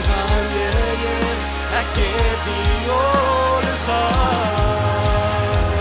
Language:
Plautdietsch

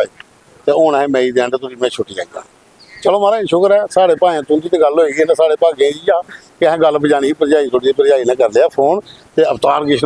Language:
Dogri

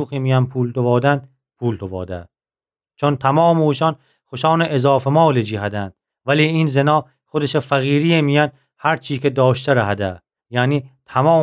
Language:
Gilaki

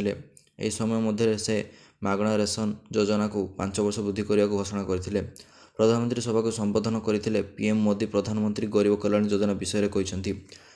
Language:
Odia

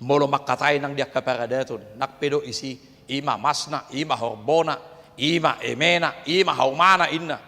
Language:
Batak Toba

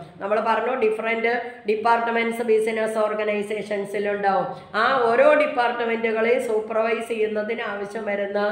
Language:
Malayalam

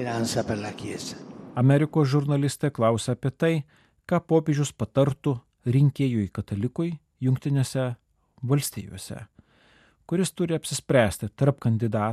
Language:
Lithuanian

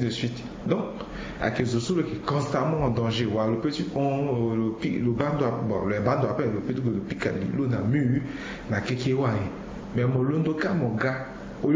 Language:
Sango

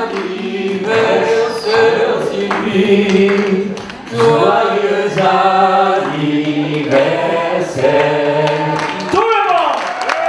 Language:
French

